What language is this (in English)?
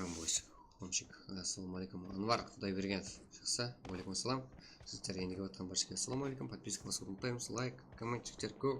Kara-Kalpak